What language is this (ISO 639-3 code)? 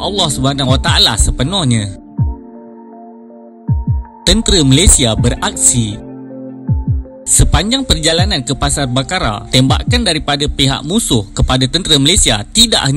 msa